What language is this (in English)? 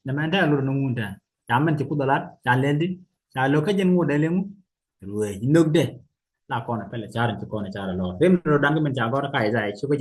Nuer